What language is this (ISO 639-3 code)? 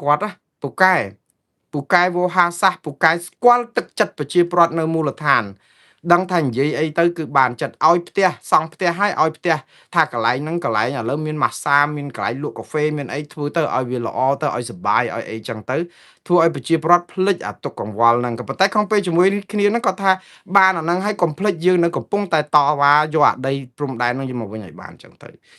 khm